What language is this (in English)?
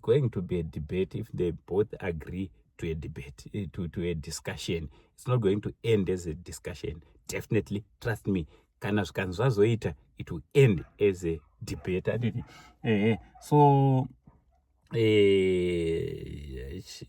Shona